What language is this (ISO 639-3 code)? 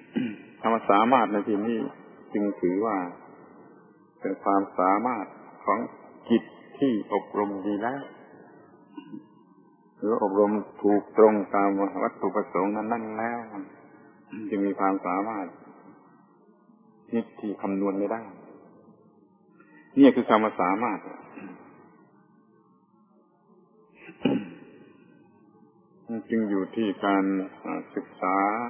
tha